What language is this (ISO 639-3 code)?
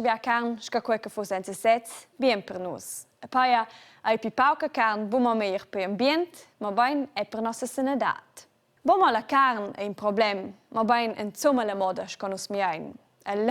roh